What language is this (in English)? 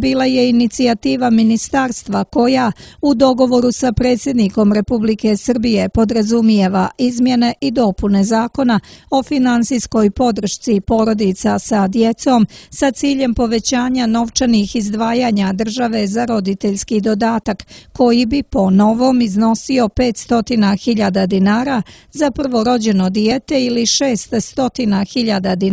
Serbian